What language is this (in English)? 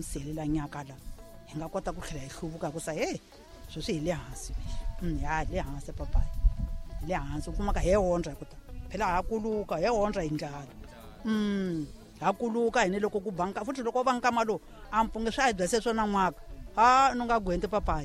Tsonga